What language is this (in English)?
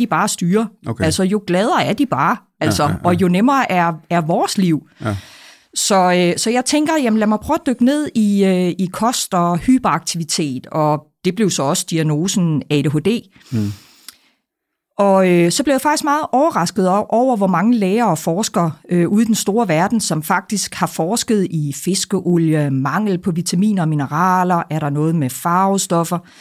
Danish